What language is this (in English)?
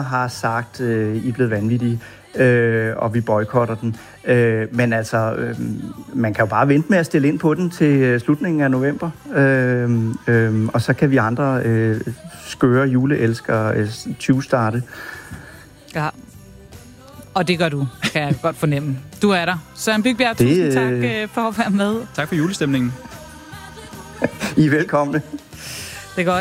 Danish